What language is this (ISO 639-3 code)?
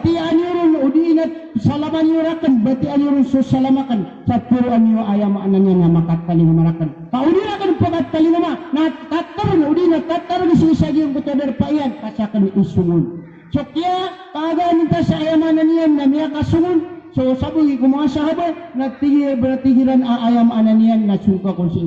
mrw